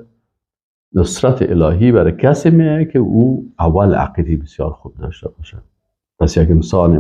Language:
Persian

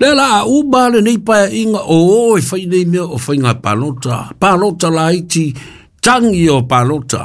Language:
Samoan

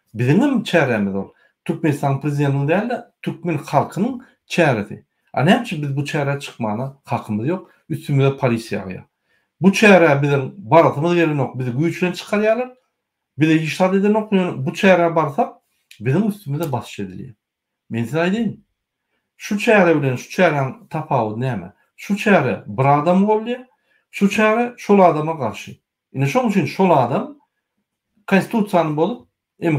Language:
Turkmen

